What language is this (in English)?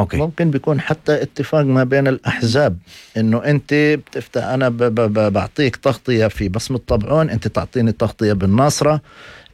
North Levantine Arabic